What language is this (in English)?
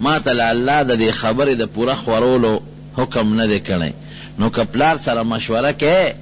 Pashto